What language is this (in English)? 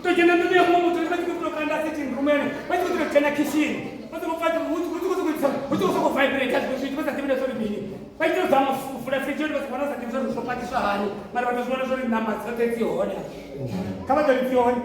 Venda